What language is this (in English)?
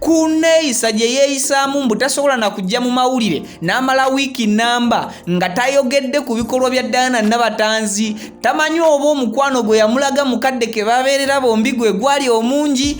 Ganda